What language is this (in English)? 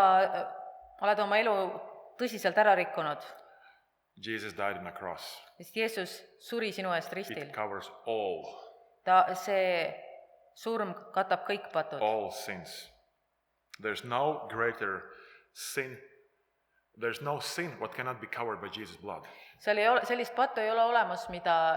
Estonian